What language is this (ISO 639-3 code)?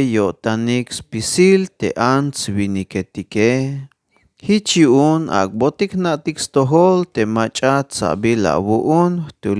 tzh